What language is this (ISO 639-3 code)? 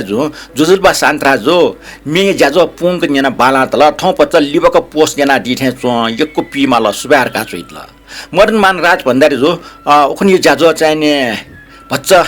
new